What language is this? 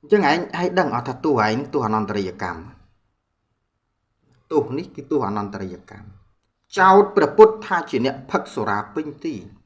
Khmer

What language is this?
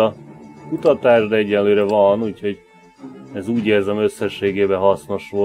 Hungarian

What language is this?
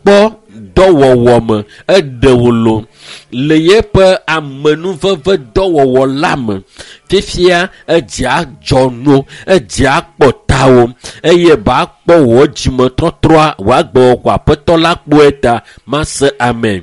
Ewe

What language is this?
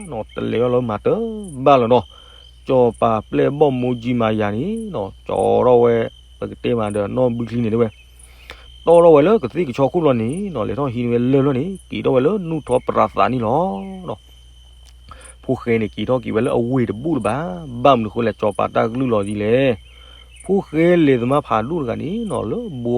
S'gaw Karen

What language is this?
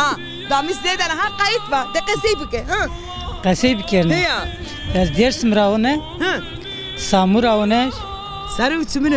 Zaza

